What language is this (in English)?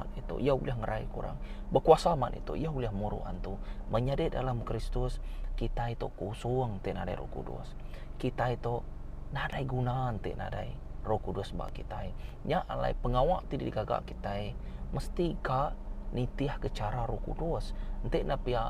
Iban